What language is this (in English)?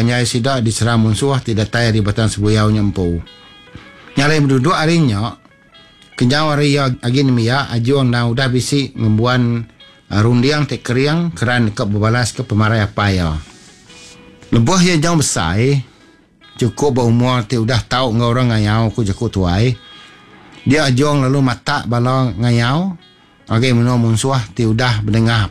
Iban